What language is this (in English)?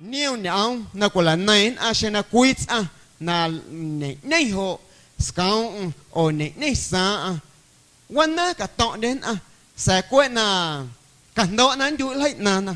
Guerrero Amuzgo